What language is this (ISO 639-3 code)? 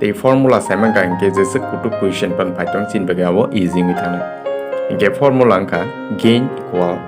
trp